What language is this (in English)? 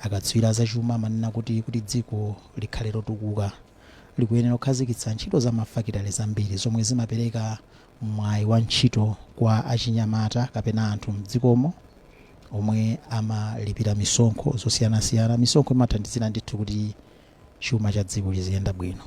Nyanja